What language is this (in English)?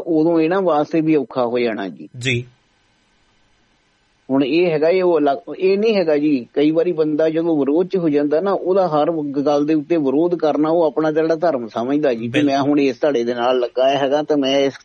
Punjabi